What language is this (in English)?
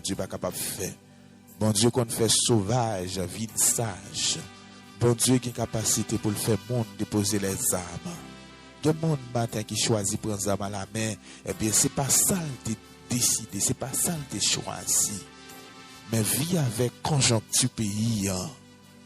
Haitian Creole